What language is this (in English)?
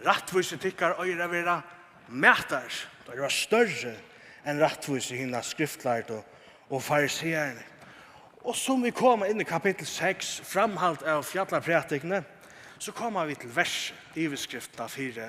Faroese